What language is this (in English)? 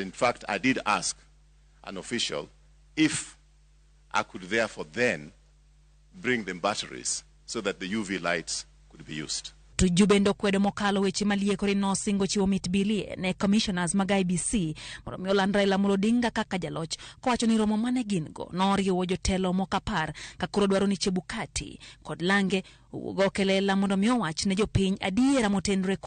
Luo (Kenya and Tanzania)